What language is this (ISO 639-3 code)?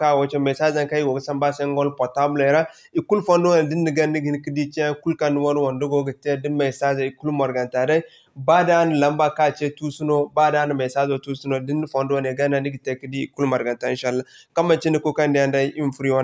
dje